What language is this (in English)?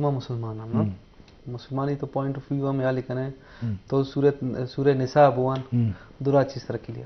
Eastern Balochi